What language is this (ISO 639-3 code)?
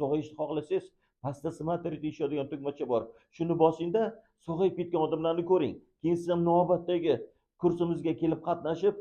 uzb